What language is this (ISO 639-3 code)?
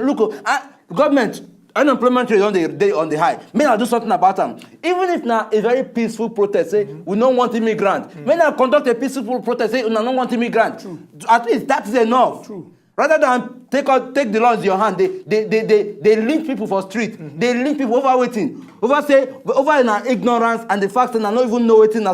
pcm